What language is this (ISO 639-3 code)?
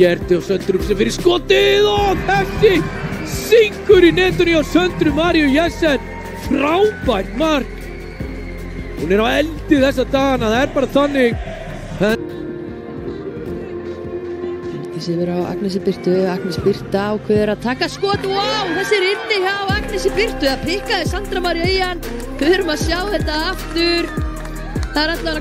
isl